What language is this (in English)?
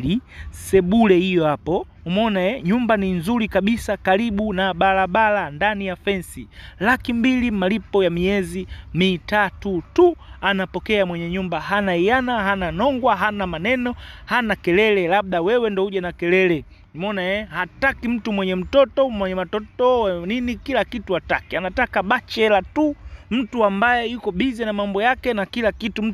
Swahili